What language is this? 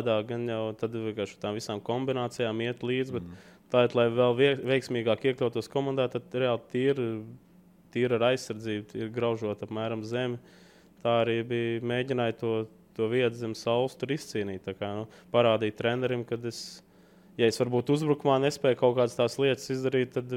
Latvian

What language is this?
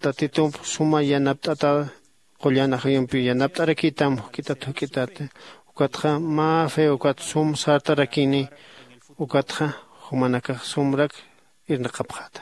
Aymara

